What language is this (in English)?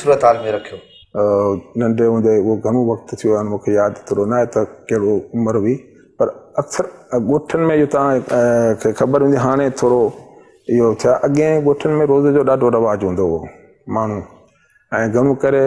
Sindhi